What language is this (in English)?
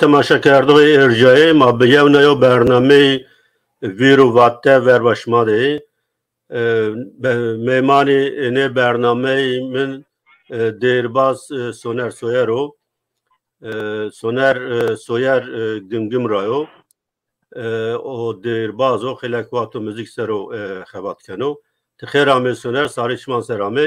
Zaza